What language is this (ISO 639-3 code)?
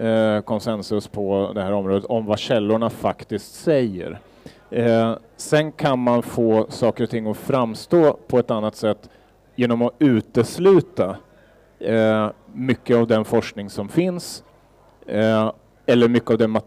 swe